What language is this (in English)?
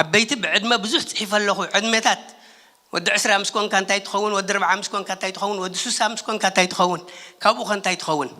Tigrinya